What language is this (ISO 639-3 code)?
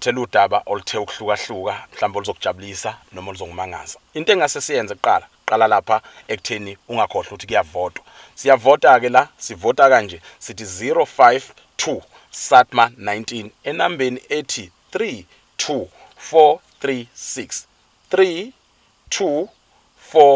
zul